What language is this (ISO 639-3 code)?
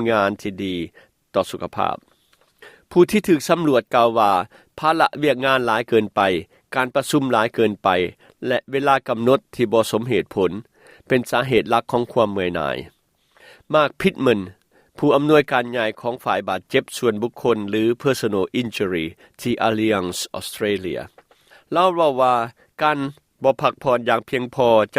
lao